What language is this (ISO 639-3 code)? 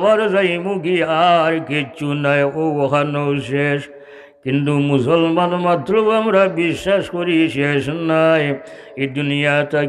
syl